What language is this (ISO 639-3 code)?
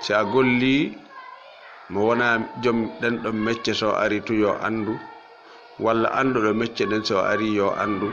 ful